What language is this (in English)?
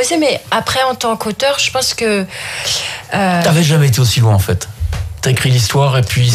French